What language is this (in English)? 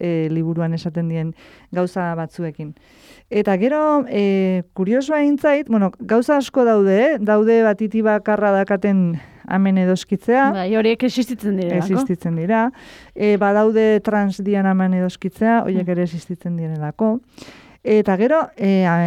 Basque